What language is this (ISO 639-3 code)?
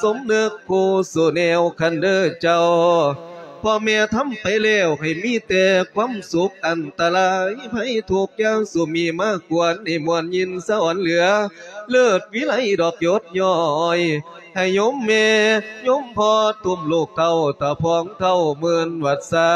lao